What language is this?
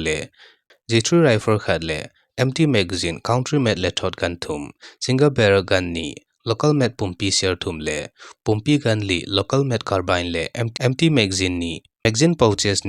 Thado Chin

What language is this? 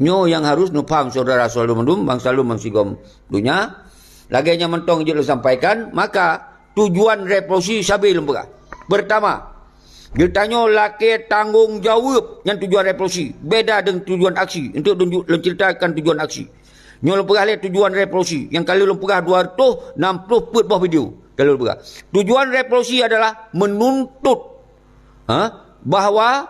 Achinese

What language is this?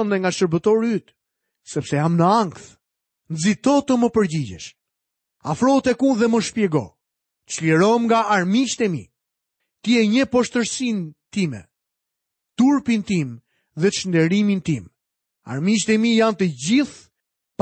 Albanian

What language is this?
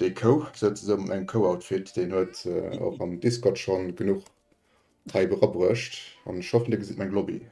Luxembourgish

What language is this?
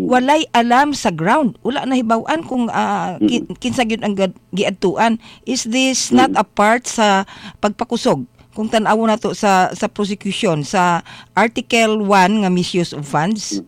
Cebuano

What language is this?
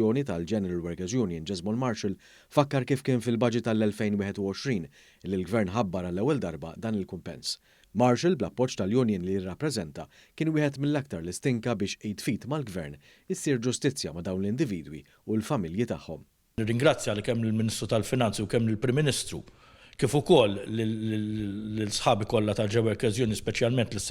Maltese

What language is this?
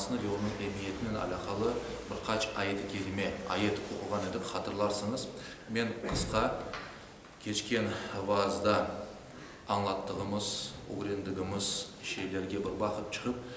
Crimean Tatar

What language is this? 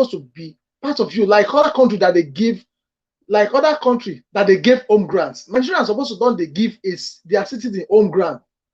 Nigerian Pidgin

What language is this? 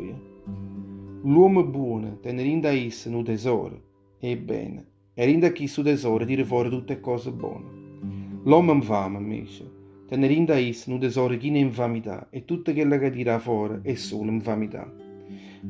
Neapolitan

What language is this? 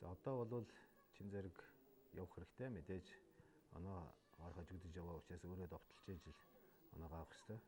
Mongolian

